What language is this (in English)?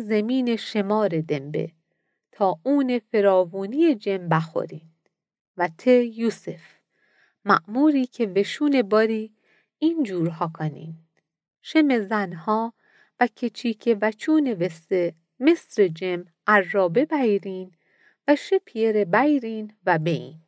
Mazanderani